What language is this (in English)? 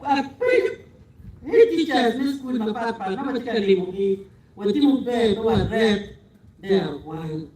Acoli